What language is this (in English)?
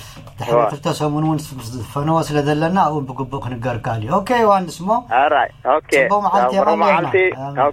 Tigrinya